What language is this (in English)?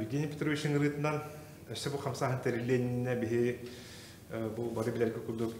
Yakut